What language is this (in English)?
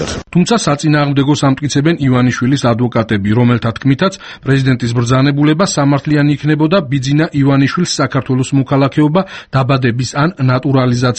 Georgian